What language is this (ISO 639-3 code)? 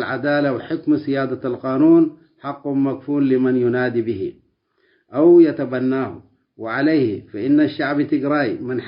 tig